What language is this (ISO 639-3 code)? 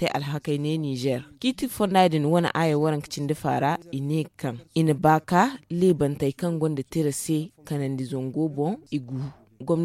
dje